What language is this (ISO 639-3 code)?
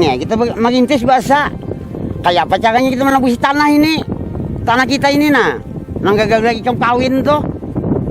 bjn